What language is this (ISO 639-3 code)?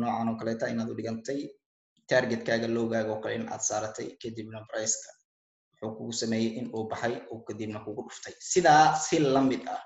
som